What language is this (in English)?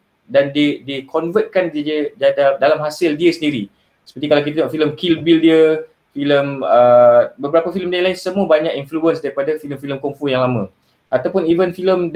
Malay